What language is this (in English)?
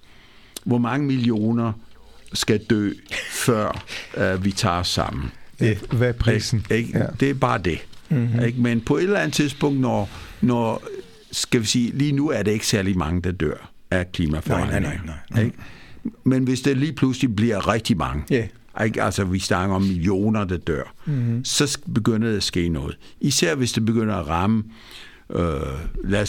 Danish